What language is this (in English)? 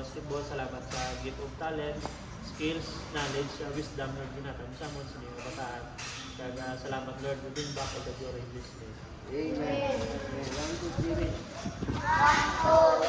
Hiligaynon